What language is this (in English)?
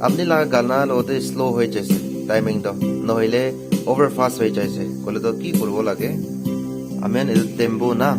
Naga Pidgin